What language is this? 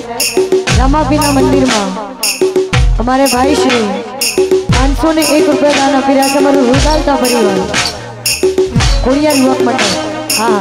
Gujarati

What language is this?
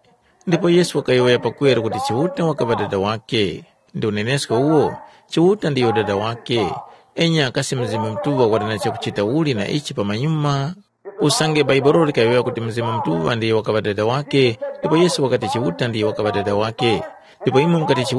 Tumbuka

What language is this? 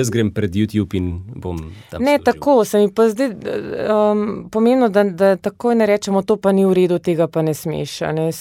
Slovenian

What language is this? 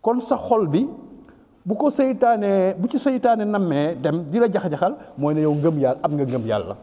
Wolof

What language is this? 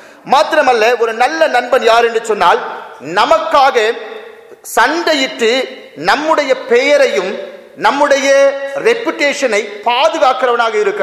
Tamil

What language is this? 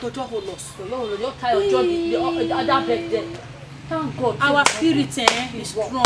Nigerian Pidgin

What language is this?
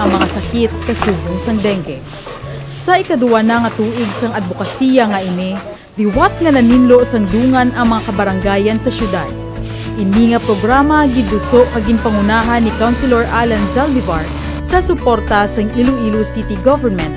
Hiligaynon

